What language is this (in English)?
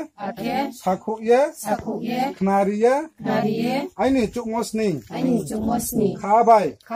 Riang (India)